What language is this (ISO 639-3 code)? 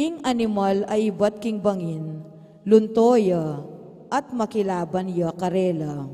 pam